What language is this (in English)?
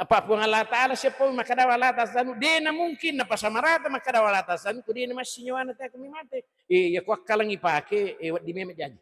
Buginese